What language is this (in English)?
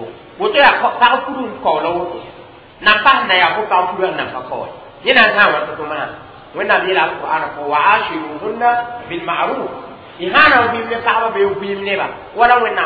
Mossi